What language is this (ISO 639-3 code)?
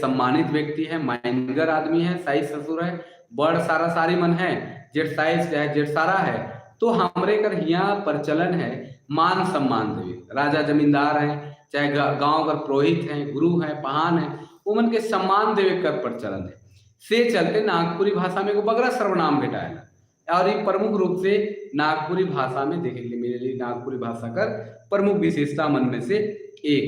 sck